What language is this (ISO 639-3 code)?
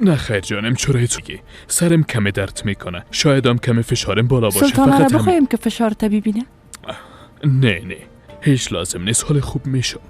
fas